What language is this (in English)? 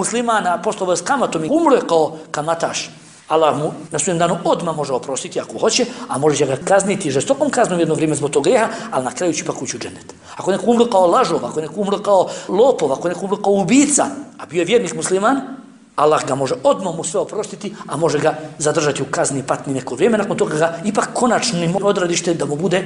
Bosnian